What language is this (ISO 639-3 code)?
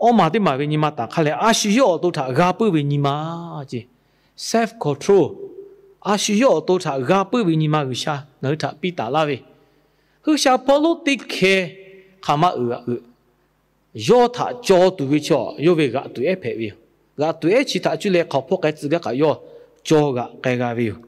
lhu